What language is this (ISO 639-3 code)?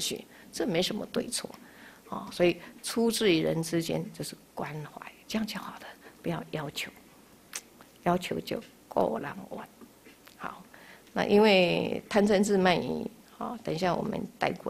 zho